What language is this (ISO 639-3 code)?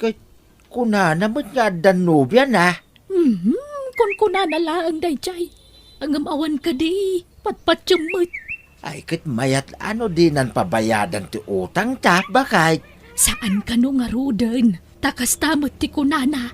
ilo